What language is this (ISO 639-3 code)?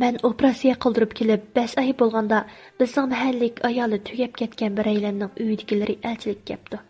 uig